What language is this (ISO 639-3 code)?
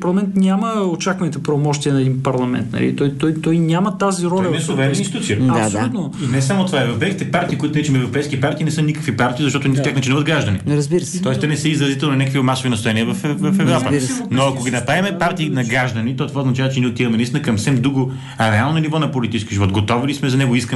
bul